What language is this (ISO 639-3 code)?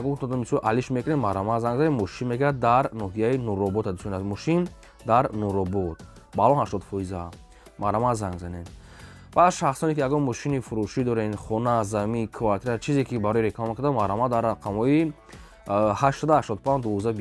tgk